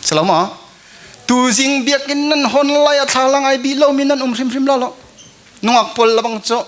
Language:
Hakha Chin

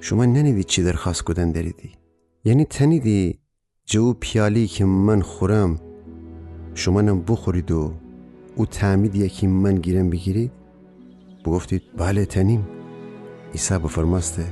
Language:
Gilaki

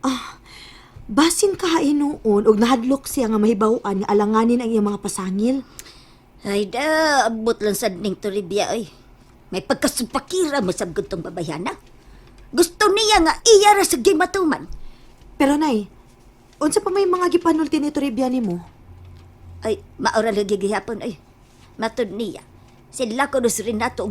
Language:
Cebuano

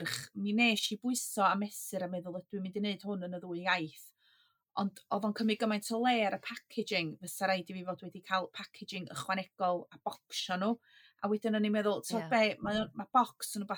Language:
Welsh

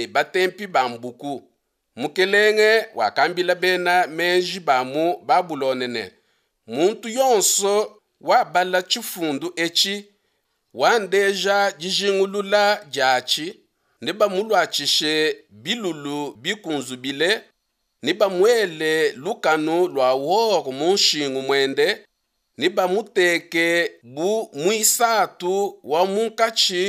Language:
Luba-Lulua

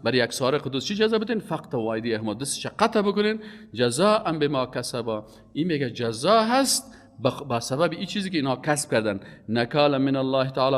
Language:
Persian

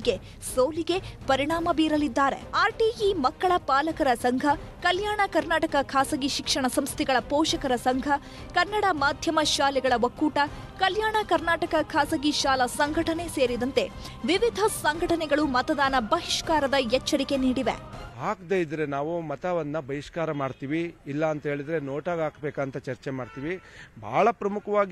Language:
Kannada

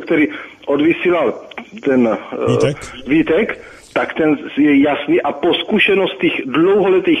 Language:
Czech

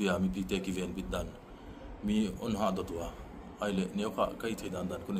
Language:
Paite Chin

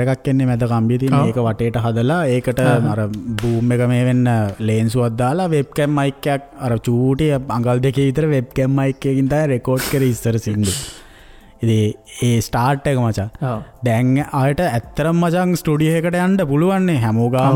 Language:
Sinhala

